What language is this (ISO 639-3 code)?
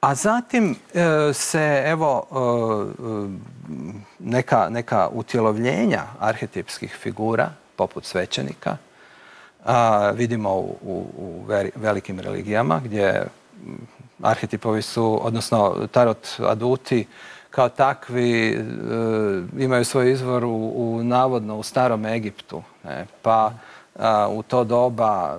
hrv